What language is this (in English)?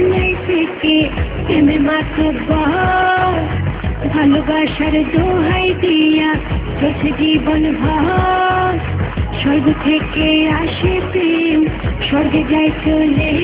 Bangla